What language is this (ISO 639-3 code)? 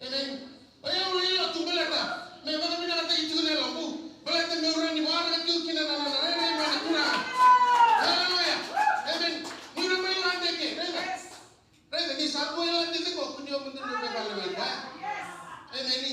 fij